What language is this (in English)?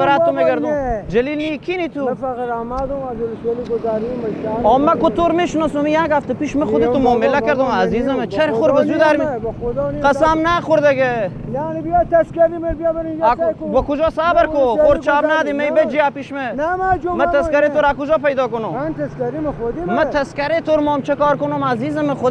Persian